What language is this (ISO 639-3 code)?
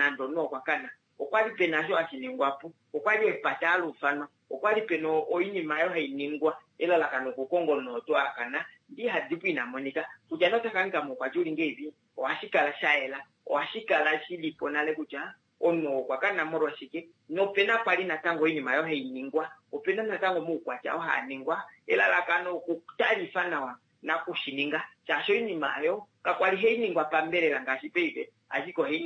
kua